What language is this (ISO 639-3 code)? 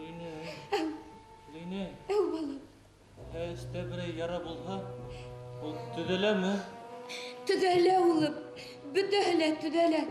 bak